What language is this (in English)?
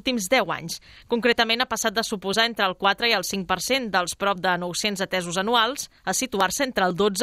Catalan